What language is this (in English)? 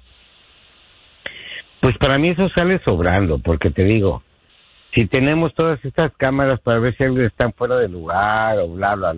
Spanish